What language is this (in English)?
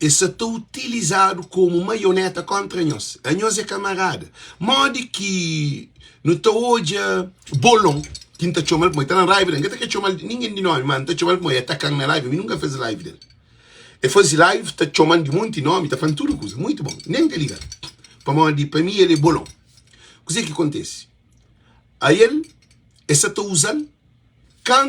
Kabuverdianu